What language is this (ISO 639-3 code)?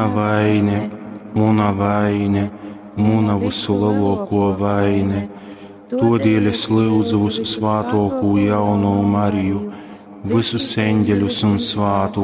ltg